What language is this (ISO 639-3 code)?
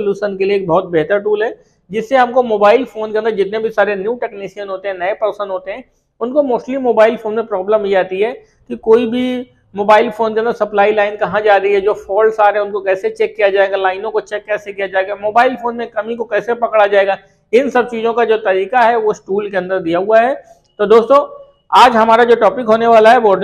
hin